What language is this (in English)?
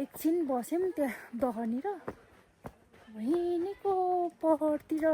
Nepali